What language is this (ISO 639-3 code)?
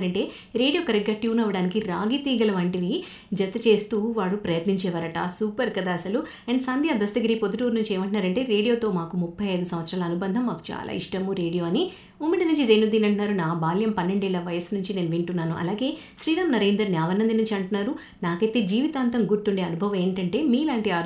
tel